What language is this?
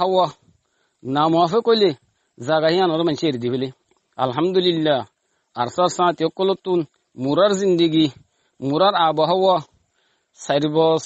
Rohingya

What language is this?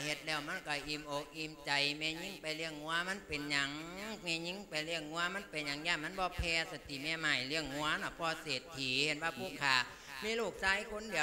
Lao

